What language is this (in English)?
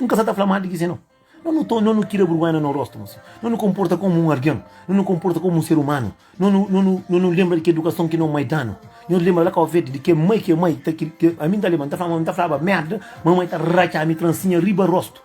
Kabuverdianu